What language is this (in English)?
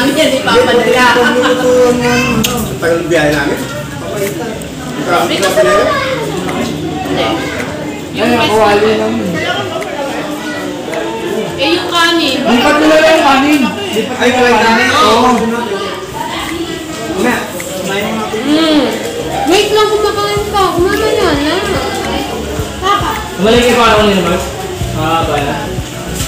Filipino